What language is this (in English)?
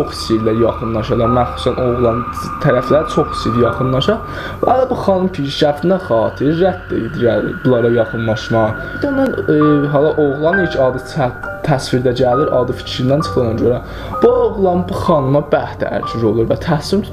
South Azerbaijani